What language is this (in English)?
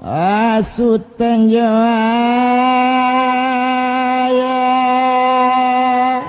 Minangkabau